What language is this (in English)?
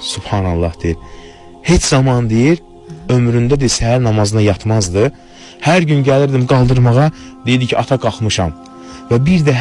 Azerbaijani